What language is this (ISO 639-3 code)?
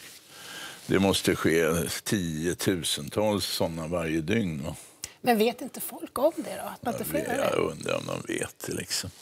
swe